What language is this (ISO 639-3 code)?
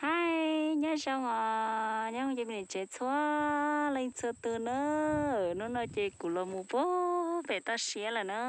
hmn